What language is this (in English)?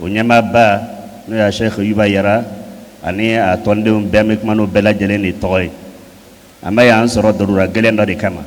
Bambara